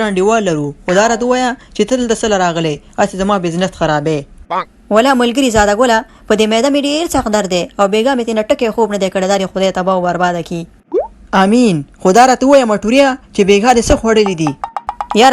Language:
Pashto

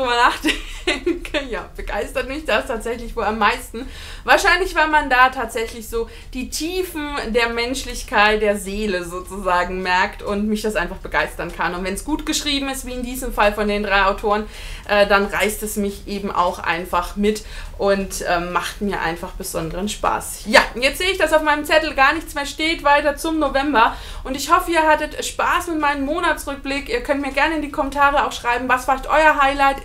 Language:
German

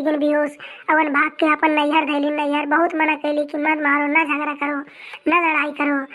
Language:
Awadhi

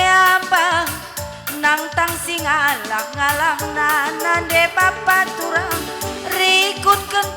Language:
Batak Karo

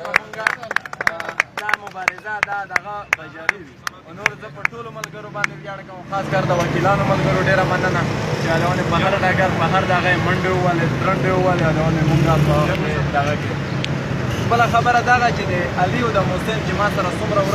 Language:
Pashto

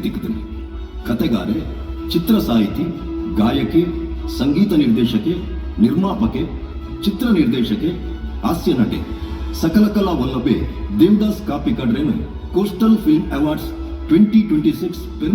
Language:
Tulu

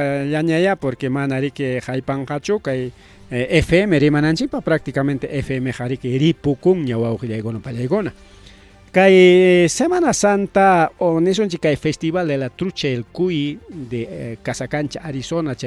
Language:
Ayacucho Quechua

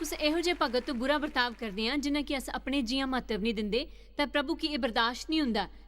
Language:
Dogri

